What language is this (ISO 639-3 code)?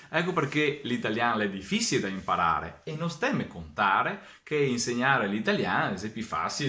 vec